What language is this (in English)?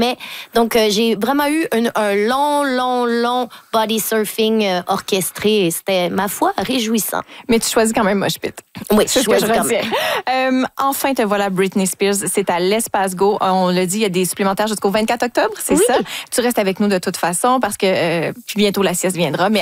French